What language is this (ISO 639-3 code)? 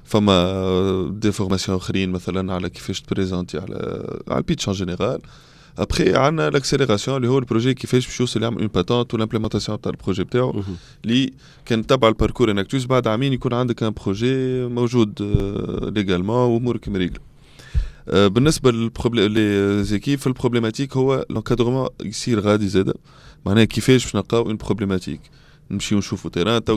aeb